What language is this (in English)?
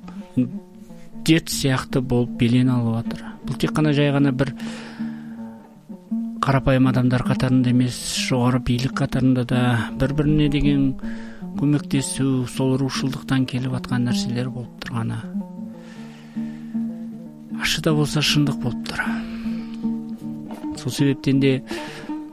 Kazakh